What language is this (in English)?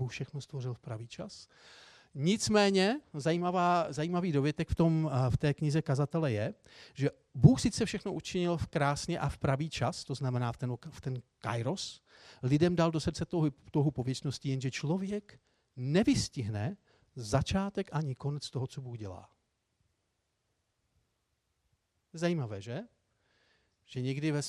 Czech